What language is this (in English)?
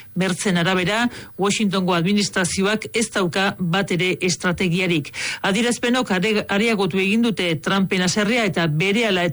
Basque